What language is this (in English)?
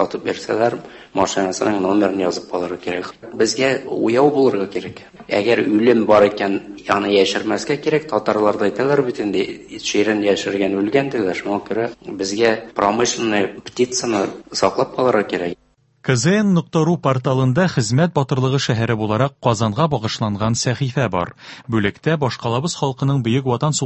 Tatar